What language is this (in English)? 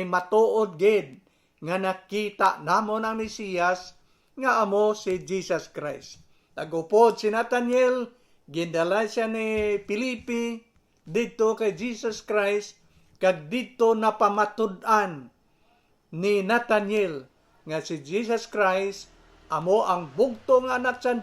Hiligaynon